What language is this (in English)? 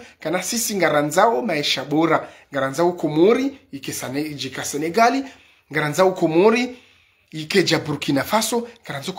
Ngazidja Comorian